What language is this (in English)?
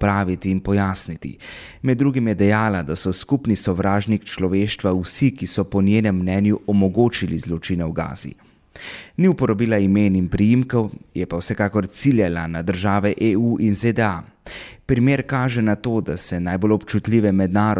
Slovenian